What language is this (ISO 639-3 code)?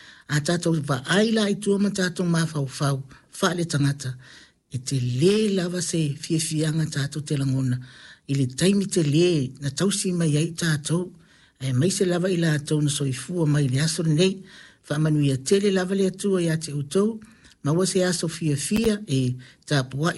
smo